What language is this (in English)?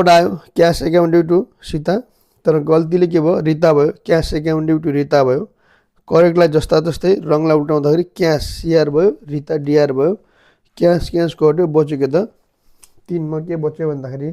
Nepali